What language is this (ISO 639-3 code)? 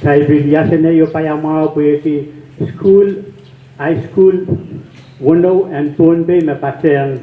pon